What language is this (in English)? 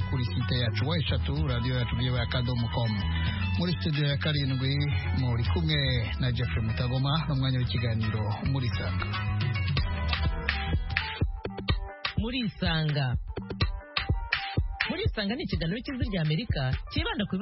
Kinyarwanda